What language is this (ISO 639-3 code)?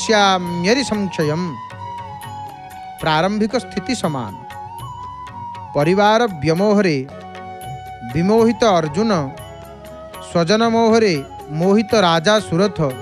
ori